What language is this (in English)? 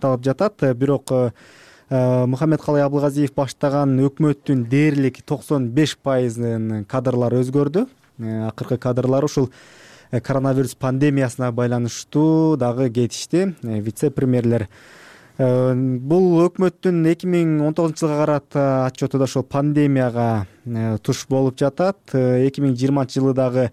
Kyrgyz